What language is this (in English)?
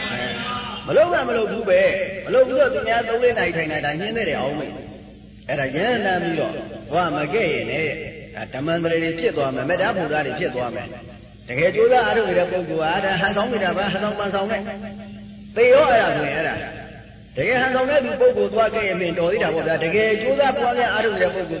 Burmese